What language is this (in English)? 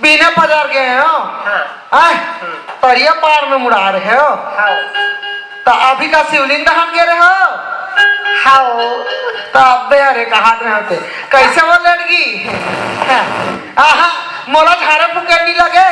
Chhattisgarhi